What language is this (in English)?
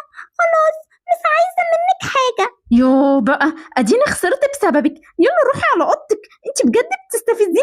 Egyptian Arabic